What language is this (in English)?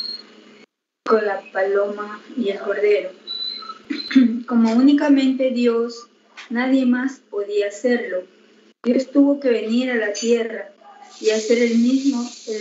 Spanish